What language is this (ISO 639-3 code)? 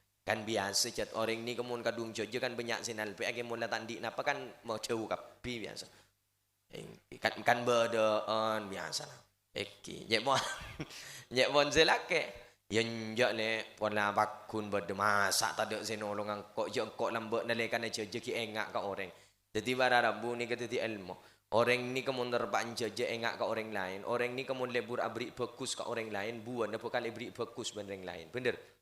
mad